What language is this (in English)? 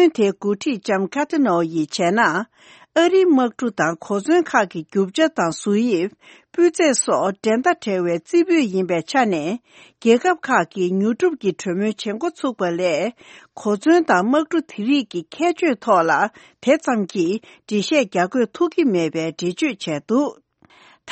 Tibetan